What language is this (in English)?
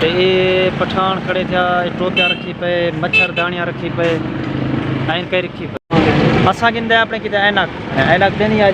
Saraiki